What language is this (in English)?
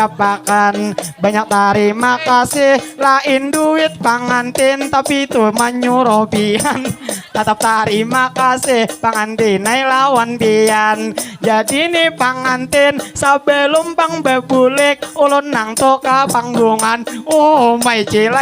Banjar